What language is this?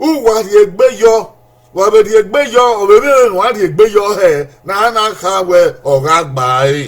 Bini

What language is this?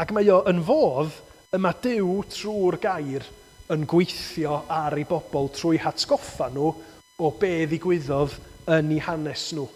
Welsh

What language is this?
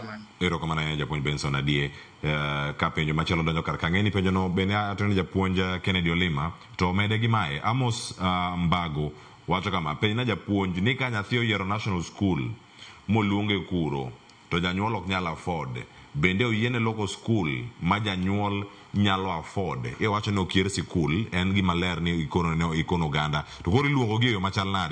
Luo (Kenya and Tanzania)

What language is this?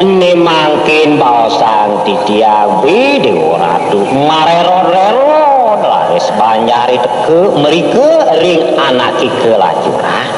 Balinese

